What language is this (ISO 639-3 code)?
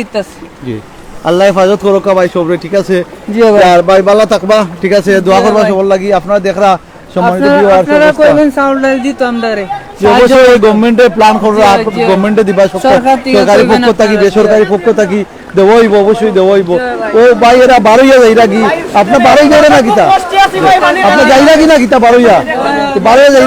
syl